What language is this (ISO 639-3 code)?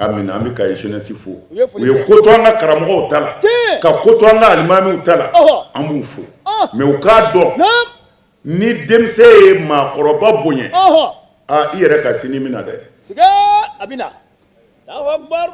bam